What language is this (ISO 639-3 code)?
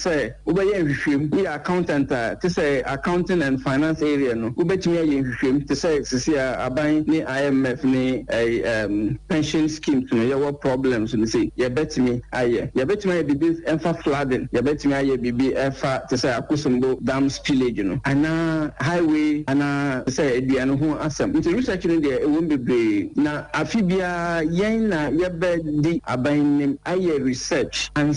aka